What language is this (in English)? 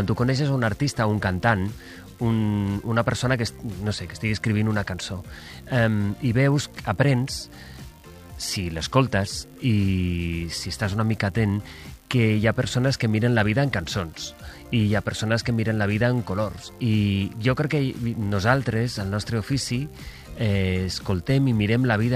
Catalan